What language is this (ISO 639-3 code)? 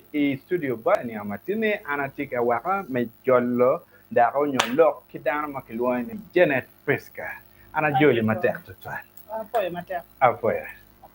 ach